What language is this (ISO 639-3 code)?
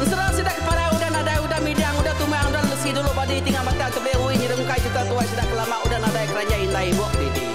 iba